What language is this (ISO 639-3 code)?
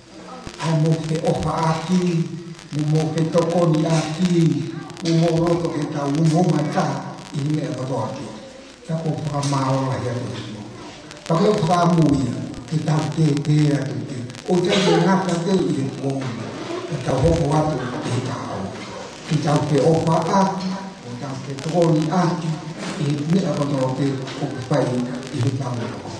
ton